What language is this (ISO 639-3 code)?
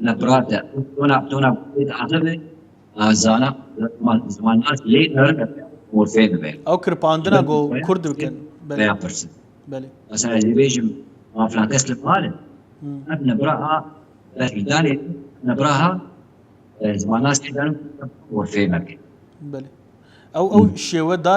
kur